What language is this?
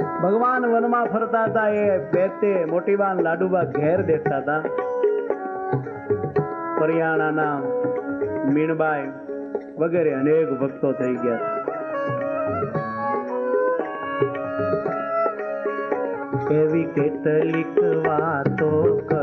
Gujarati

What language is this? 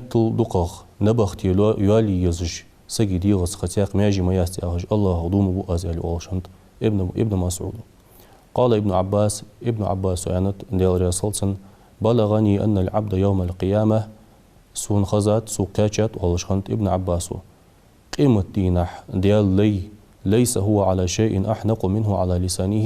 Ingush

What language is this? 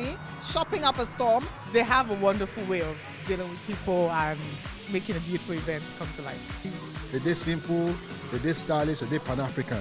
Nigerian Pidgin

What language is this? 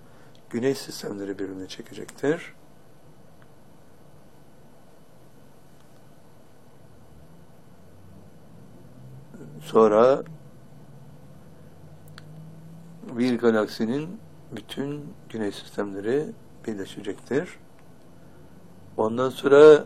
Turkish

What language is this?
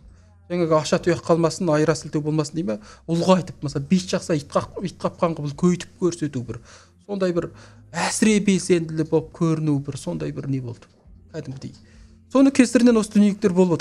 Kazakh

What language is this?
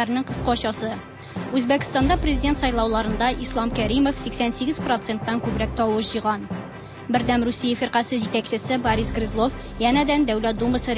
Tatar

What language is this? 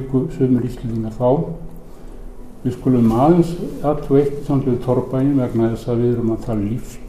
Icelandic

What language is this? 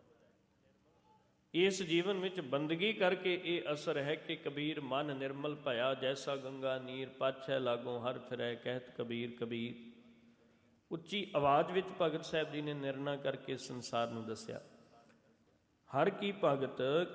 Punjabi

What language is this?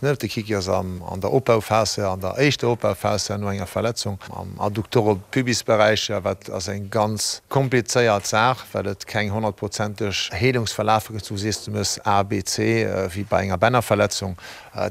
Luxembourgish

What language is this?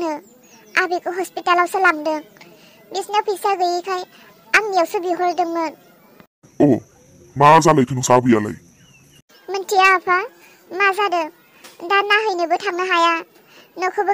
Bodo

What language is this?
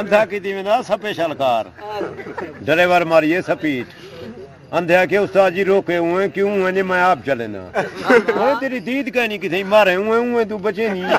Saraiki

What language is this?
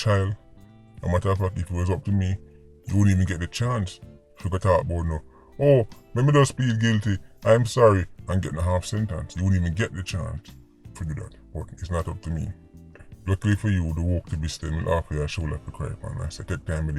Jamaican Creole English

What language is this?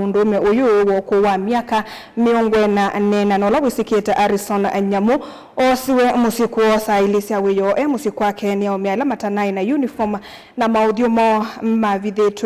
Kamba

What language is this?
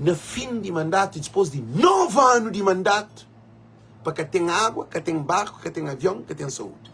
Kabuverdianu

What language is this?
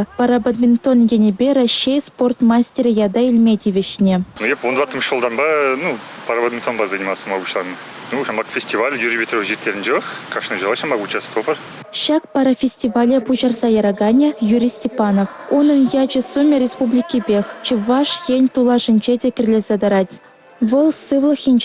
Chuvash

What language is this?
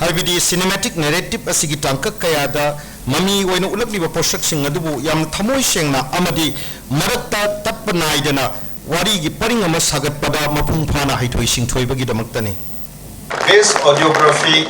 Manipuri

